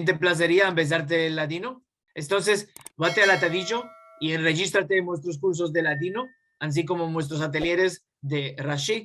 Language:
Ladino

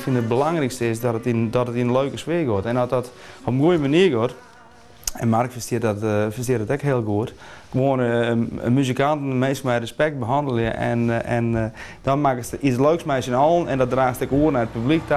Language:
Western Frisian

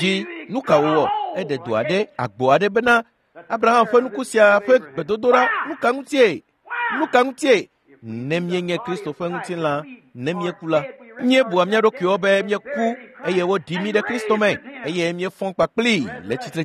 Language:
Ewe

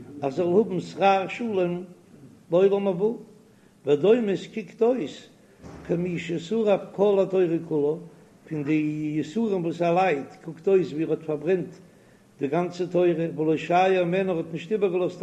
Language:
Yiddish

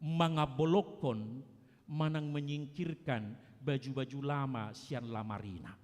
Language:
Batak Toba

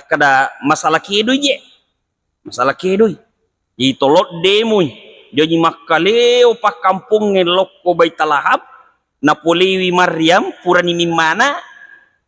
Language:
Buginese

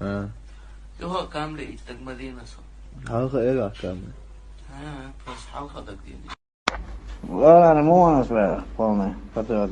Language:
Chechen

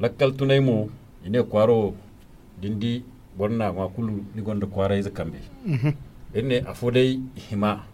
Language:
Zarma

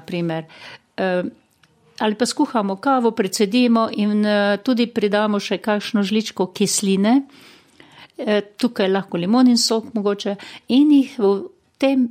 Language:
Slovenian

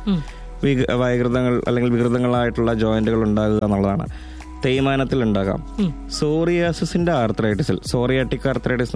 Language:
Malayalam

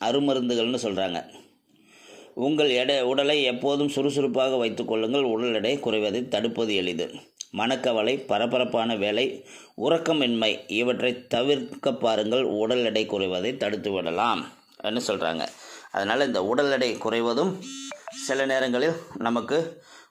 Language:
Tamil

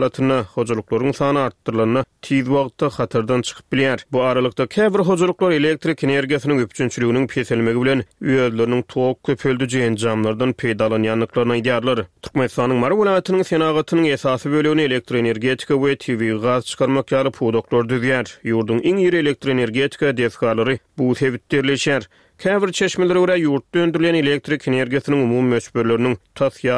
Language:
Turkmen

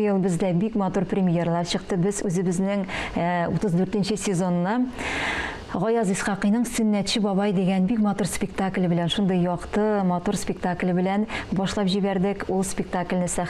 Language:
Tatar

